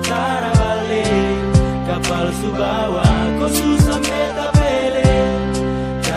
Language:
Ambonese Malay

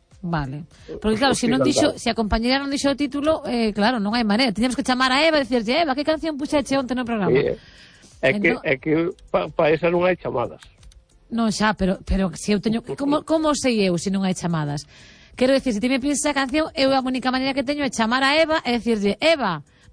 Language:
Galician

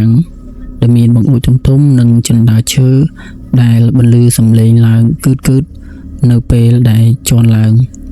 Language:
Khmer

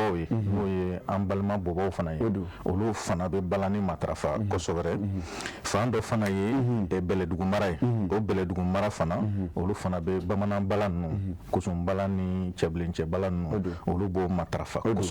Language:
Bambara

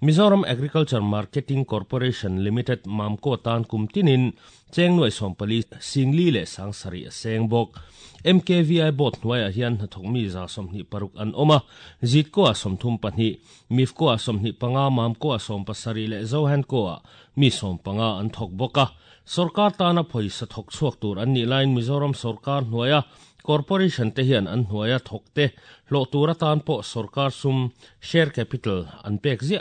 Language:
Mizo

